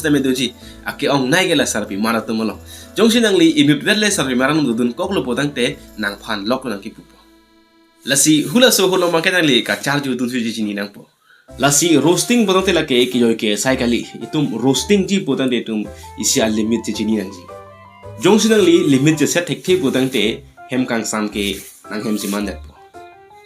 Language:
Karbi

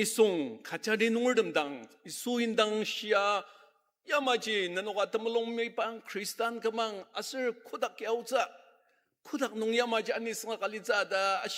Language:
Ao Naga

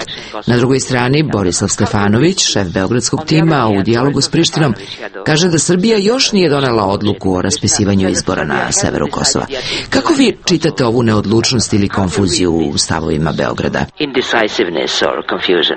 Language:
Serbian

